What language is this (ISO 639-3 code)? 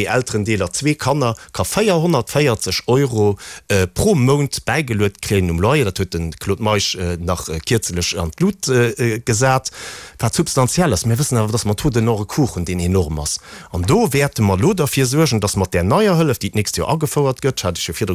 ltz